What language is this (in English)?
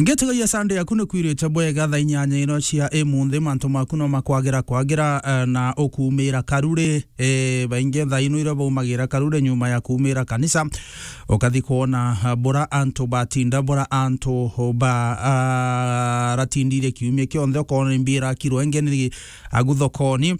Meru